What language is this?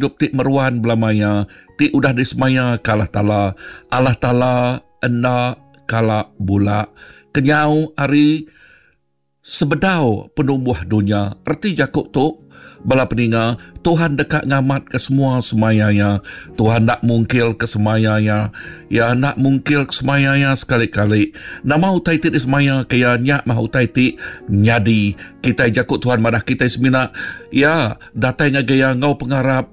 Iban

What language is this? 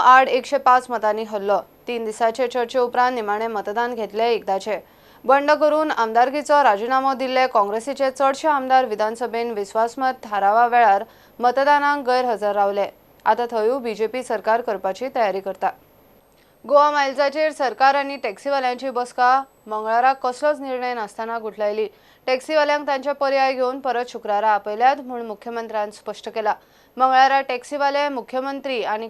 Konkani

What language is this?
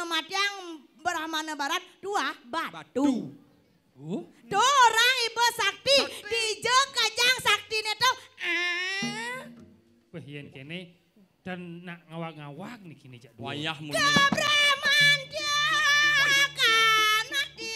Balinese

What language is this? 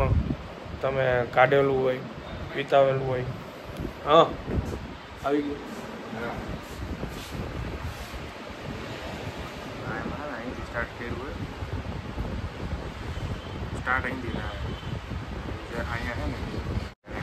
Gujarati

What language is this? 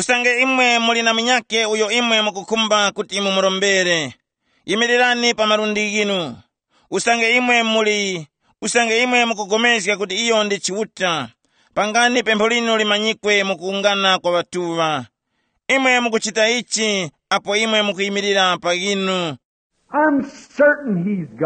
Tumbuka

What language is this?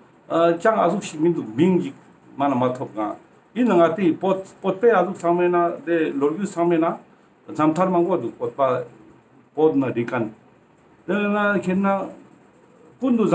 Ladakhi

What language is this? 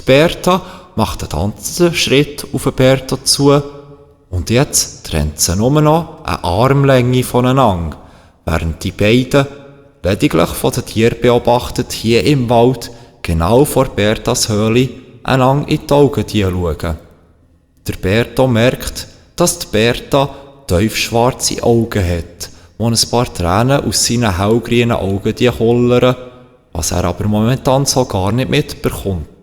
Swiss German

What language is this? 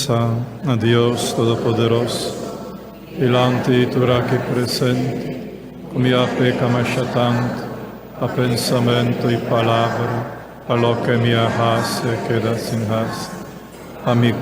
Papiamento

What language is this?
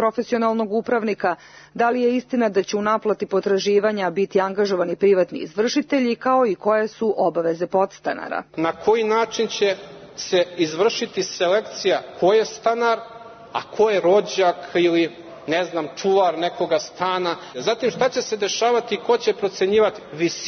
Serbian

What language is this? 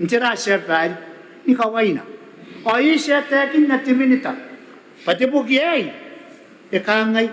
Gilbertese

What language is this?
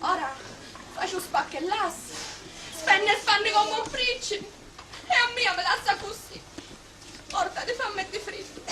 Sicilian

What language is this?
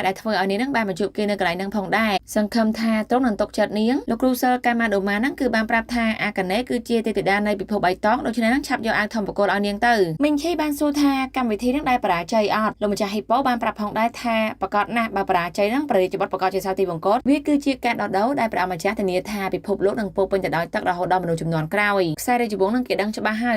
Khmer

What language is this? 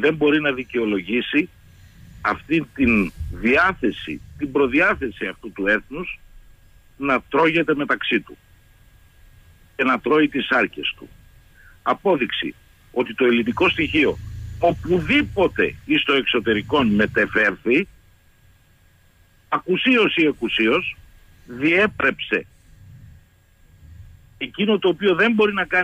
Greek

